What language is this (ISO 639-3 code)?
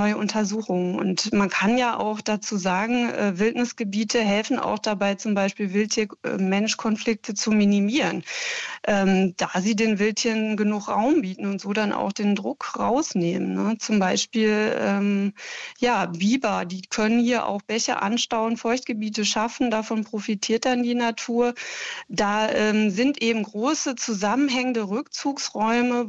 deu